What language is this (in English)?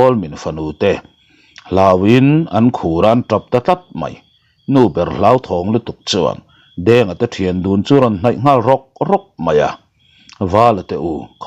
Mizo